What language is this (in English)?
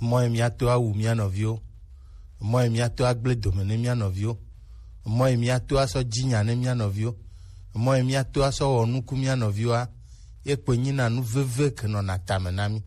Gen